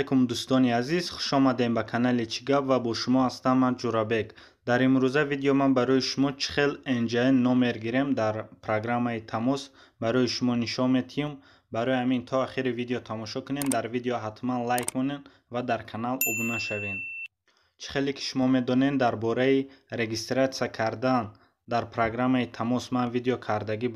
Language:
Tajik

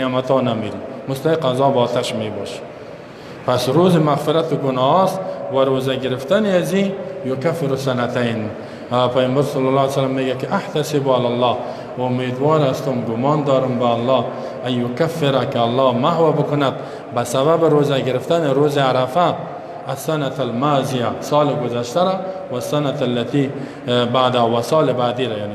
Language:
Persian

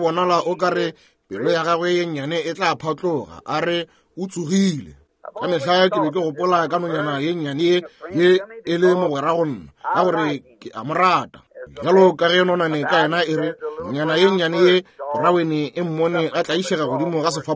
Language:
Northern Sotho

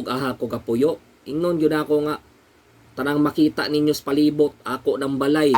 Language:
Cebuano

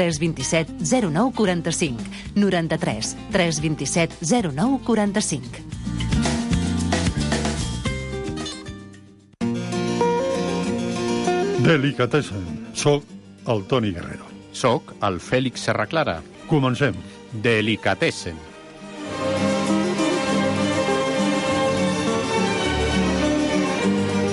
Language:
Catalan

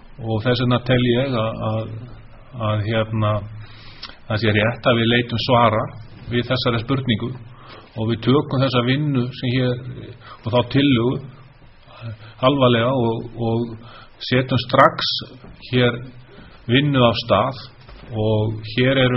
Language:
Icelandic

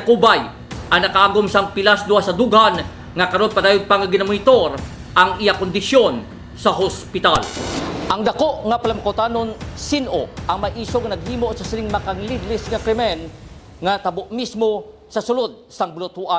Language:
Hiligaynon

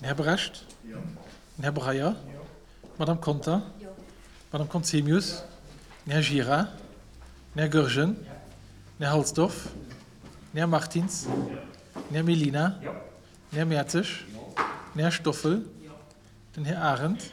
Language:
Luxembourgish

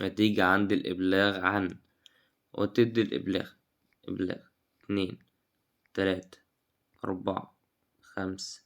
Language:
Egyptian Arabic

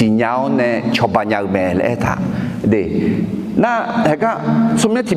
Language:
Akha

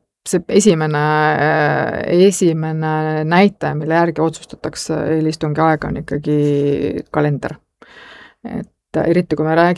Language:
Estonian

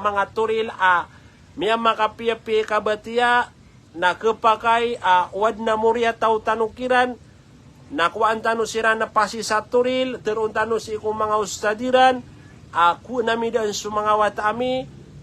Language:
Maranao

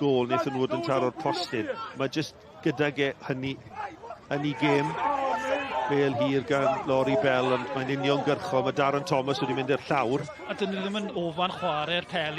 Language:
Welsh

